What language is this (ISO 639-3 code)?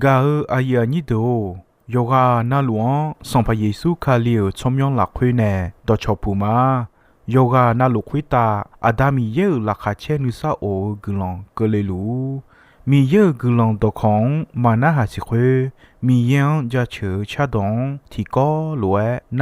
ahk